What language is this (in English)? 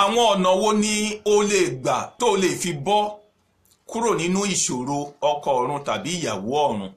Yoruba